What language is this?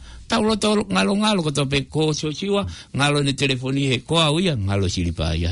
Tongan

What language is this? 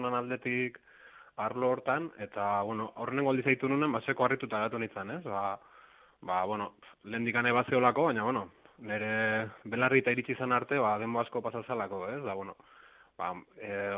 Basque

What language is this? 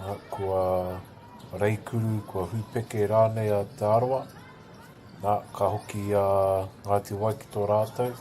Māori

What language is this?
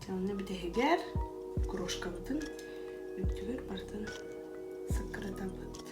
Yakut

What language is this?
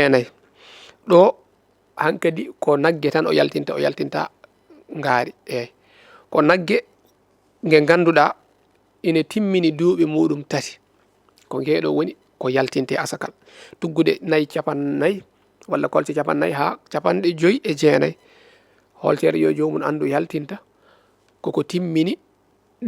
Fula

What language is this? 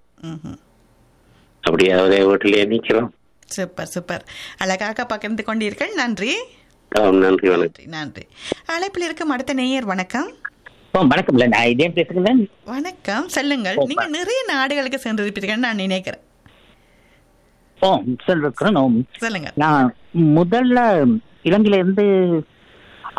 Tamil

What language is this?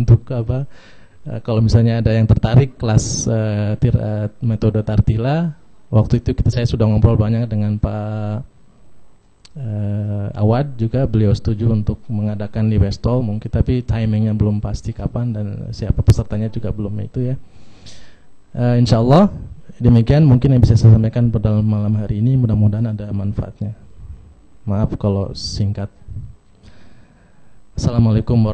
Indonesian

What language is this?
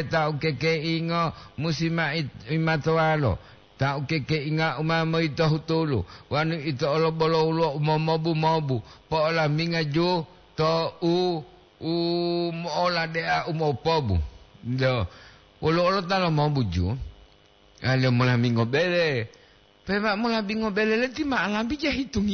Gorontalo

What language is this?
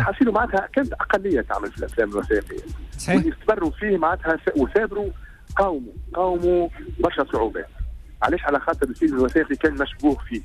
Tunisian Arabic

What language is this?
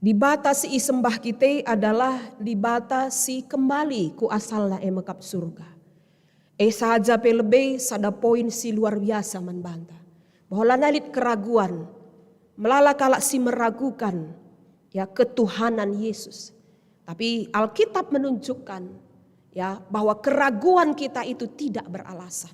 Batak Karo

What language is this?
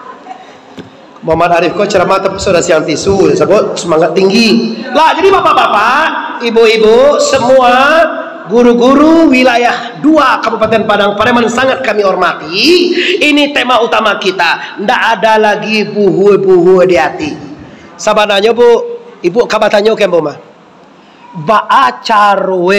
Minangkabau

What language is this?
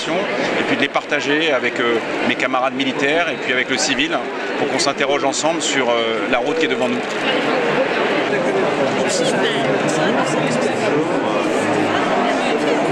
French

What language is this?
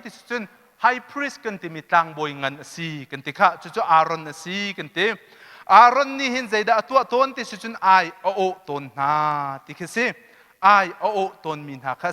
Hakha Chin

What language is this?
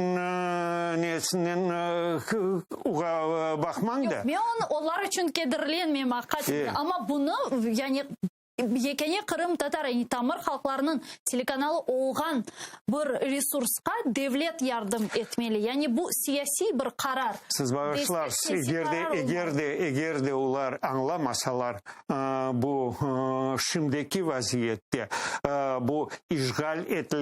Crimean Tatar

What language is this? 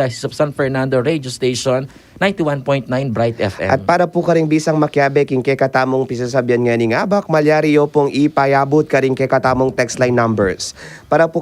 Pampanga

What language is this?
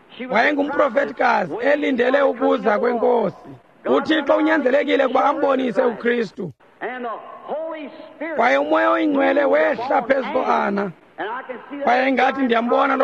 Xhosa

